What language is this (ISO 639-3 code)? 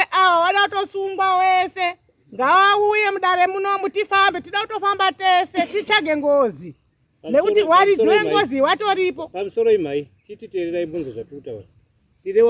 sna